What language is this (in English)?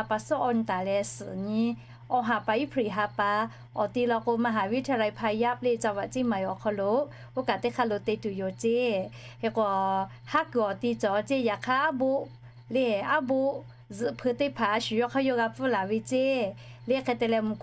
Lahu